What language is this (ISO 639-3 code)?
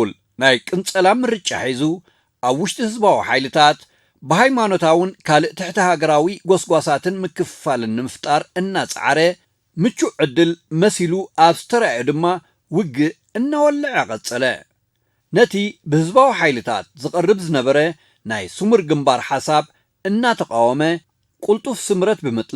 tir